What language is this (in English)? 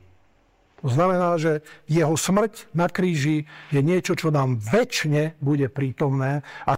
Slovak